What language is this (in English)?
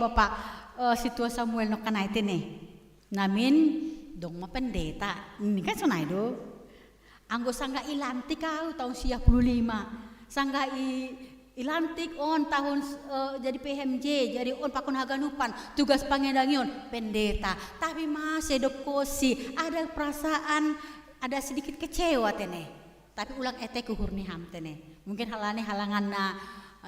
Batak Simalungun